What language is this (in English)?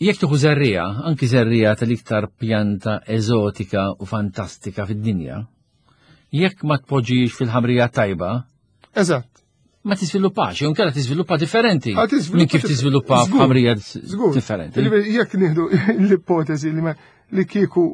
Maltese